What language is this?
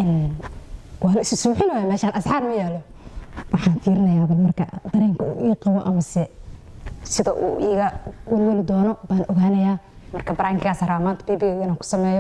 Somali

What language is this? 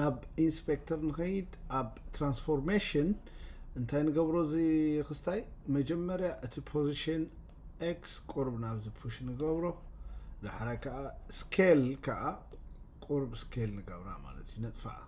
Tigrinya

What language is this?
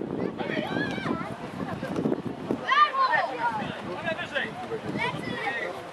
Polish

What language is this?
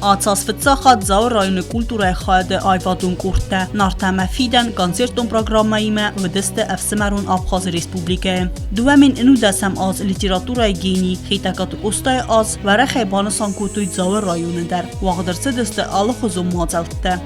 Ossetic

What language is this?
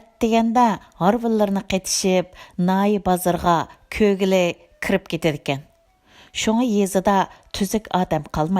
Uyghur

